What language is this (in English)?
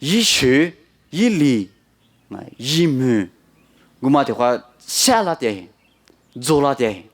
Lisu